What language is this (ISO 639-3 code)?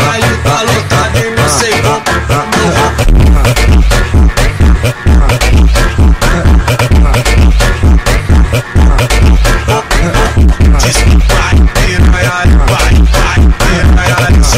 por